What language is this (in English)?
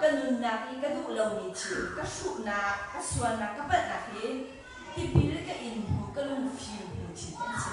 Hakha Chin